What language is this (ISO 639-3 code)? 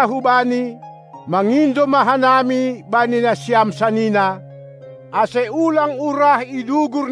bts